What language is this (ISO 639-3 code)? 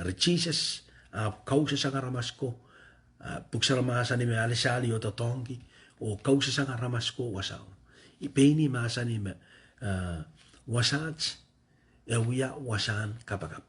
pon